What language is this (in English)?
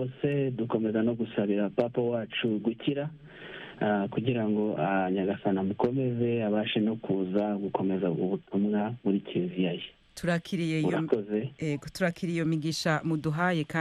Kinyarwanda